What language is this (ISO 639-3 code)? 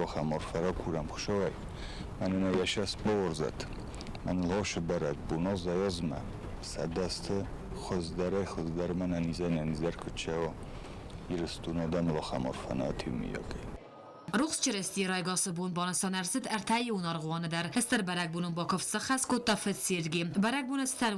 oss